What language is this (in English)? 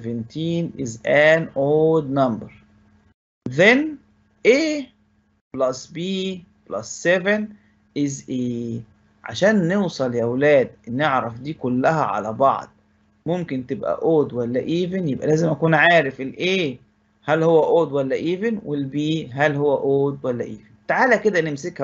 Egyptian Arabic